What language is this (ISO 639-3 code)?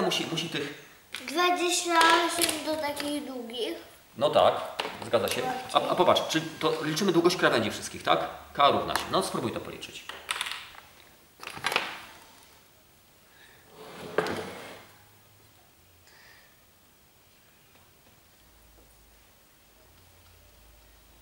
pol